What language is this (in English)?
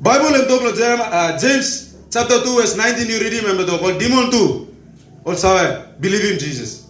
Tok Pisin